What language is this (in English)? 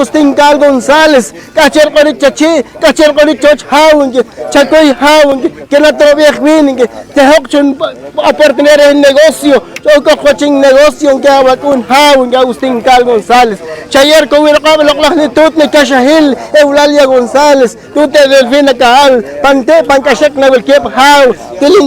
Poqomchi'